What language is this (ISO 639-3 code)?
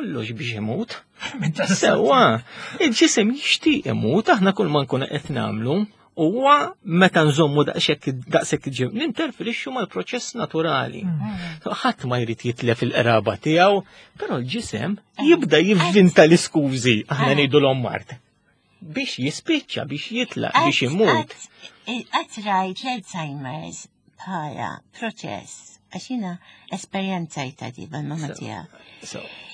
mlt